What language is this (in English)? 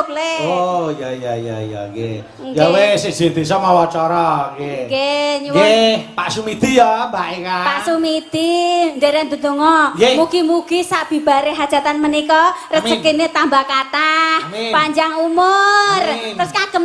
Javanese